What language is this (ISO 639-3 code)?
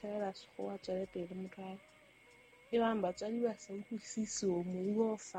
sot